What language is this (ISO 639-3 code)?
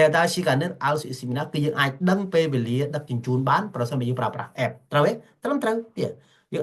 khm